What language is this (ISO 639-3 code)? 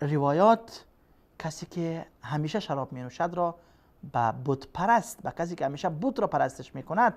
fas